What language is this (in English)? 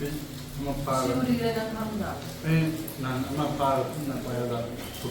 Manipuri